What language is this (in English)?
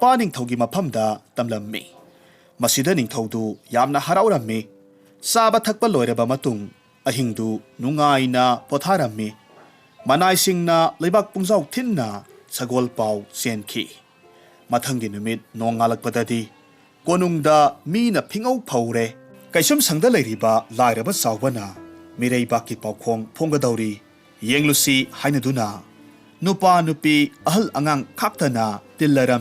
Manipuri